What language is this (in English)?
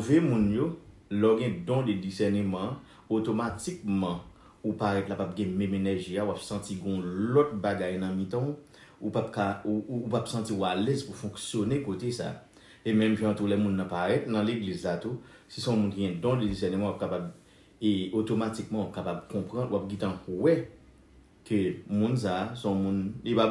Haitian Creole